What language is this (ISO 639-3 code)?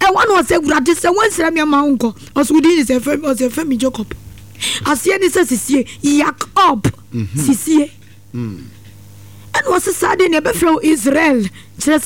aka